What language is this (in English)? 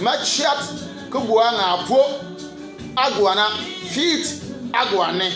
Bimoba